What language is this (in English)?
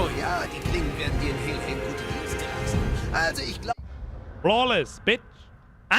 Bavarian